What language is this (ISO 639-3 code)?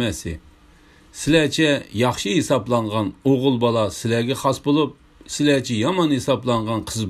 uig